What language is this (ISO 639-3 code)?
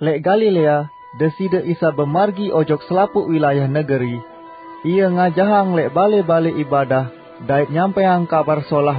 sas